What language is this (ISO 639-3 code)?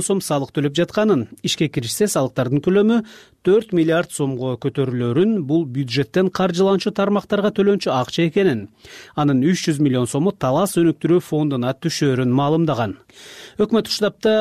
kir